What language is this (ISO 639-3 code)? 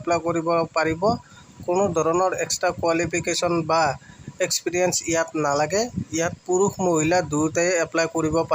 asm